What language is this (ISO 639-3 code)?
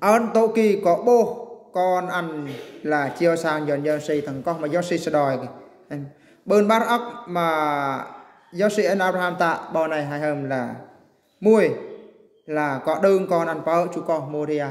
bru